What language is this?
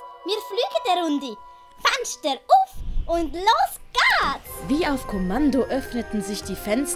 Swiss German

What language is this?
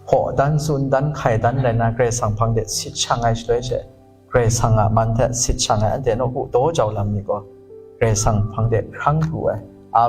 Kachin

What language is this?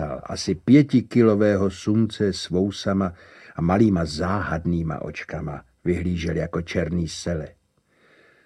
Czech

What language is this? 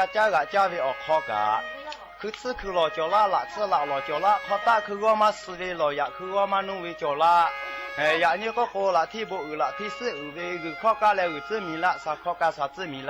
Lahu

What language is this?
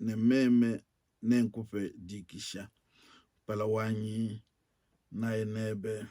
Luba-Lulua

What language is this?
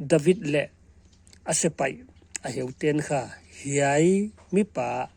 Paite Chin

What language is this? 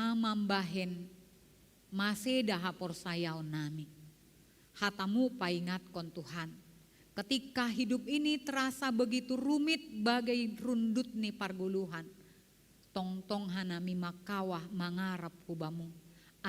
Batak Simalungun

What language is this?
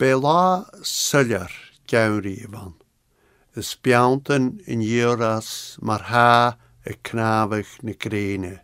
Scottish Gaelic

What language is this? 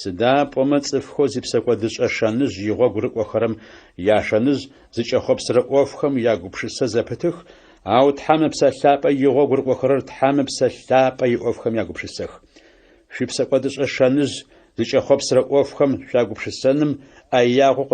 Adyghe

